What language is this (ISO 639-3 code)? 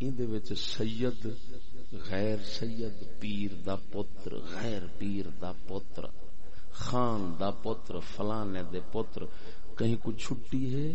skr